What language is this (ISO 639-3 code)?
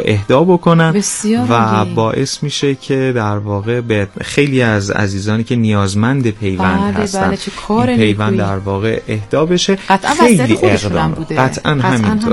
fas